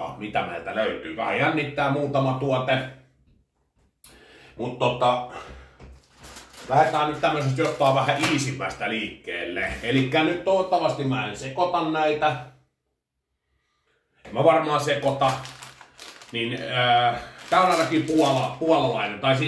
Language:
Finnish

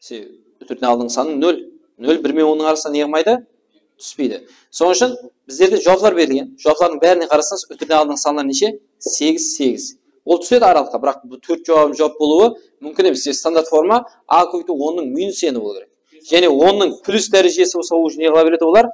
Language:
Kara-Kalpak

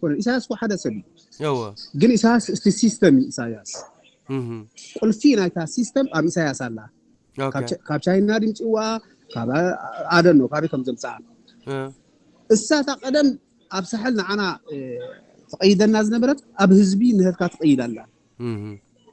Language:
Tigrinya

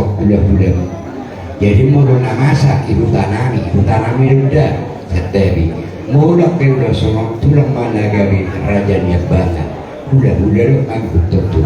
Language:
Batak Toba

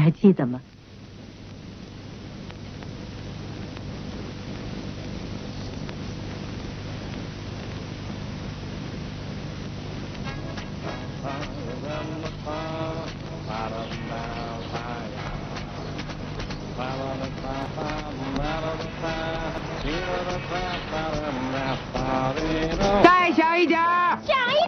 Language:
Chinese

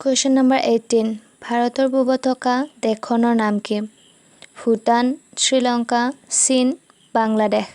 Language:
Assamese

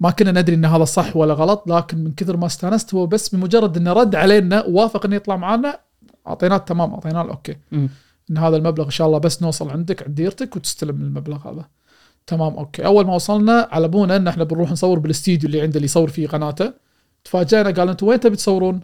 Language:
Gulf Arabic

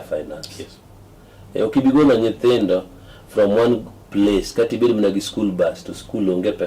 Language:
Luo (Kenya and Tanzania)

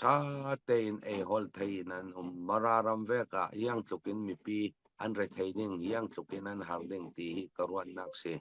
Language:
Falam Chin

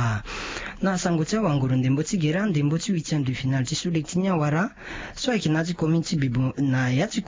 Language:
Sango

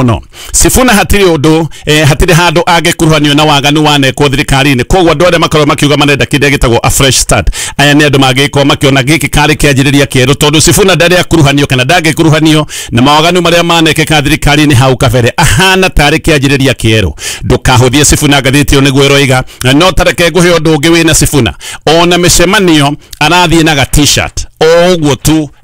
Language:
Kikuyu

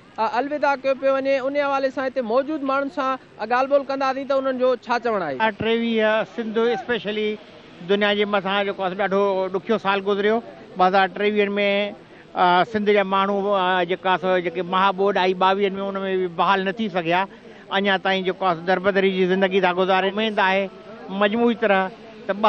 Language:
Sindhi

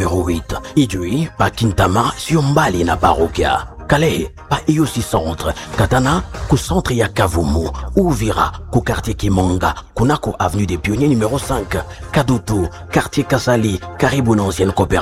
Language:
Swahili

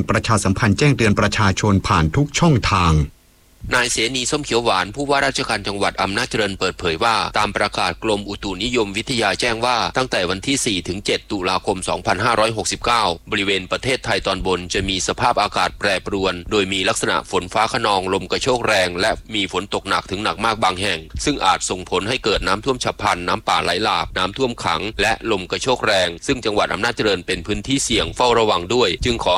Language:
Thai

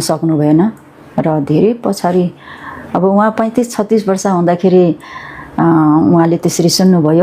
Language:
Nepali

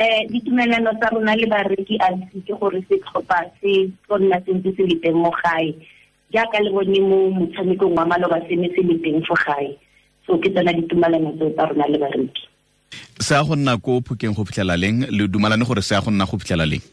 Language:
Tswana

